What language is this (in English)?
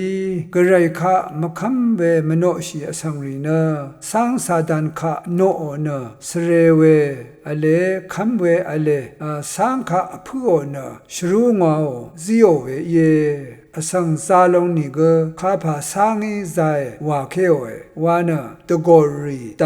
Rawang